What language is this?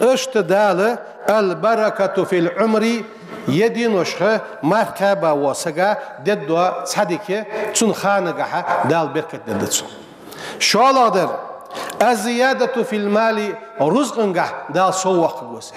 Ingush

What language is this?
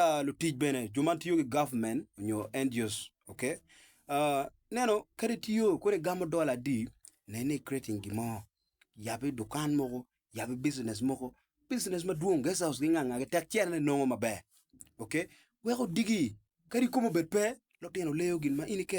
Acoli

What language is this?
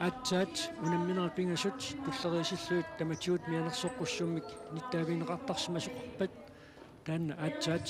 Kalaallisut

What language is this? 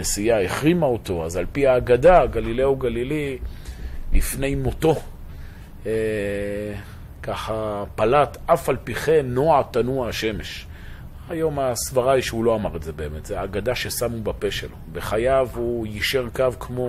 Hebrew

